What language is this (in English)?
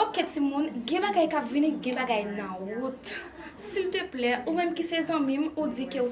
Haitian Creole